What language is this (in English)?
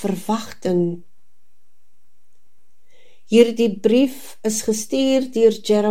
Afrikaans